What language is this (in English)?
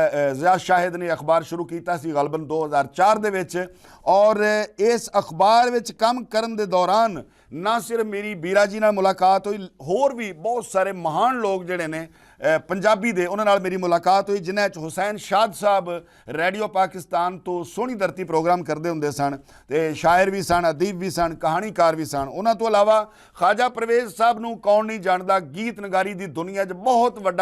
Western Panjabi